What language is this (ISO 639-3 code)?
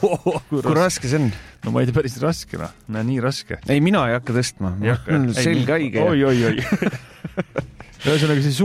est